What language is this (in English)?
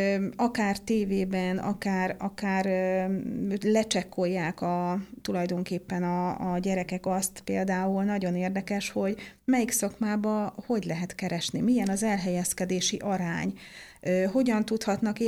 Hungarian